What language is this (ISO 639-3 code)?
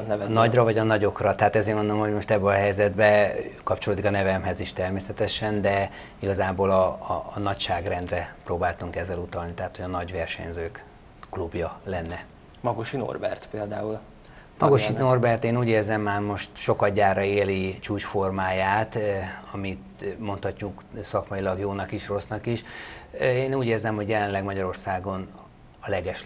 hun